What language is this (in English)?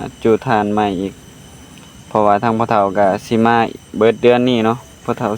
Northeastern Thai